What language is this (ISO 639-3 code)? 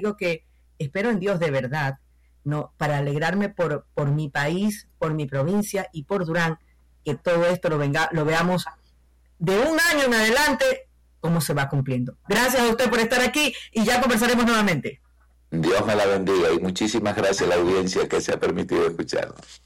spa